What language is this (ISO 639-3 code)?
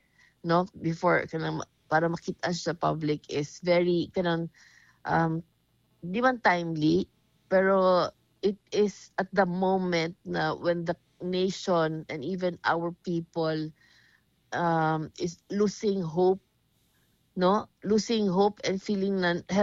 fil